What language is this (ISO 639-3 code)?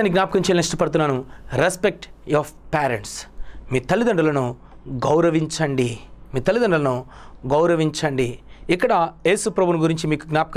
tel